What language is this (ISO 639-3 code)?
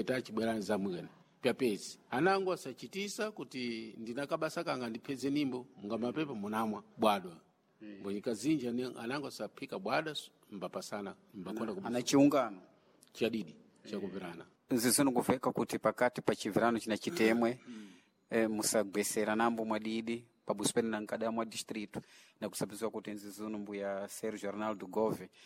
seh